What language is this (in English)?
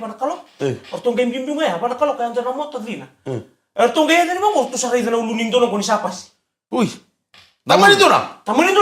Fijian